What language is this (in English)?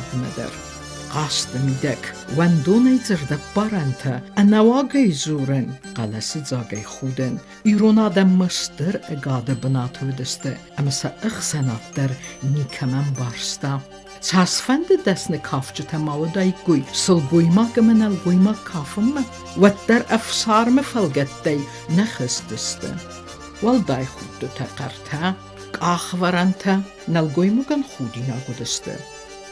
Ossetic